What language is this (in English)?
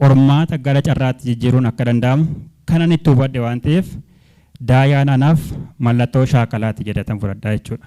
Oromo